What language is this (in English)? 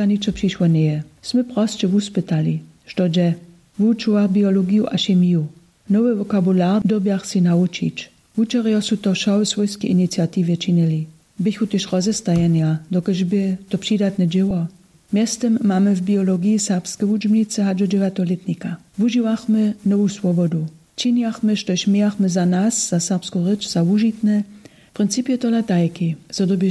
Upper Sorbian